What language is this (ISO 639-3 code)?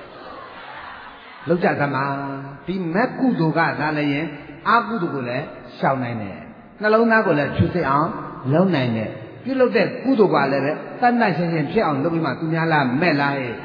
mya